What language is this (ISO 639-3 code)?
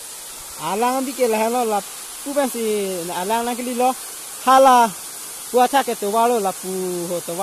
mjw